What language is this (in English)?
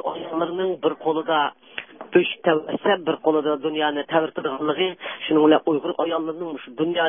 Uyghur